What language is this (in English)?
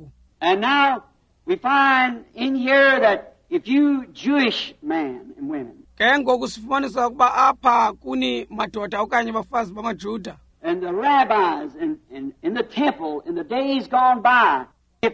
Xhosa